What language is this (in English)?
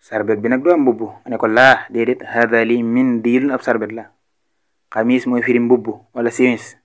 Wolof